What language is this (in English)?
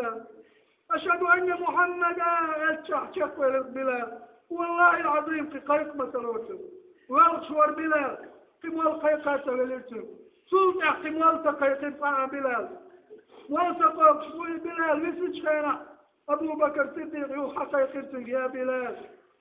Chechen